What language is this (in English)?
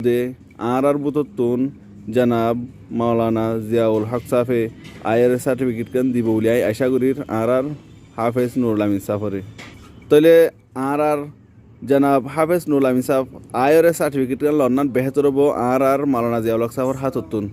Rohingya